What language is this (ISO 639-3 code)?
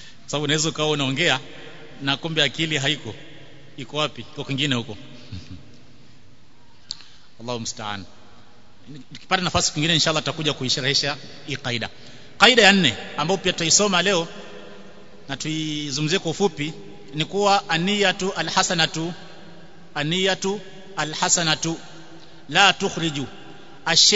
swa